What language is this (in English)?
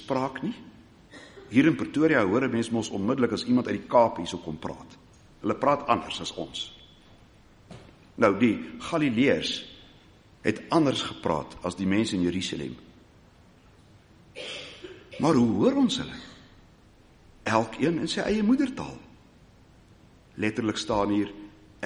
Afrikaans